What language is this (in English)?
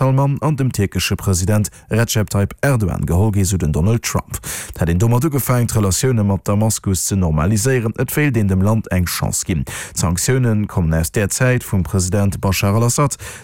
Luxembourgish